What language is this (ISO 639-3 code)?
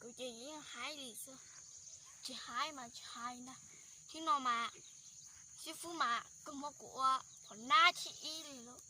hmn